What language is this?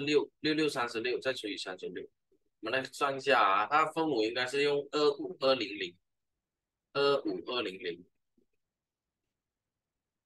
Chinese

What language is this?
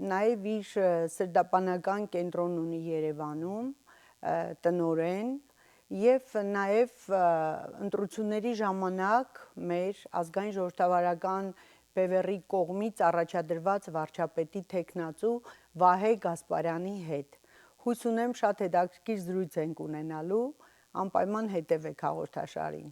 Western Armenian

